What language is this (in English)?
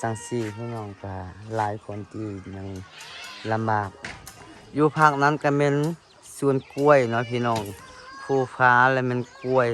Lao